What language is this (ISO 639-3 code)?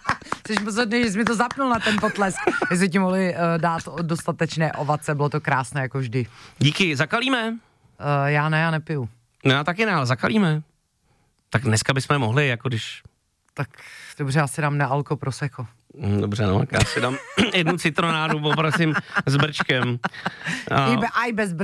ces